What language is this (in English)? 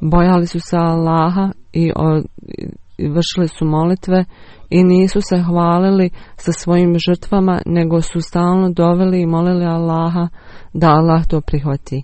Bosnian